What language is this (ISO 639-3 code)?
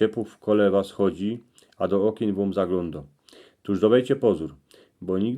szl